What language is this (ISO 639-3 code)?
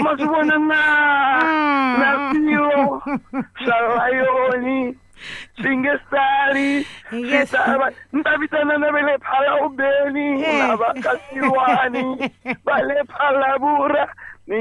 tso